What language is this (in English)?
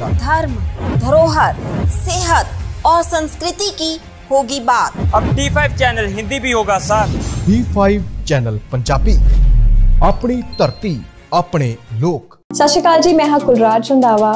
Punjabi